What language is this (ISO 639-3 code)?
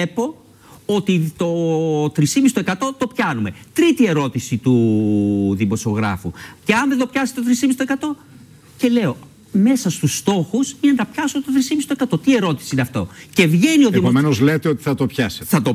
ell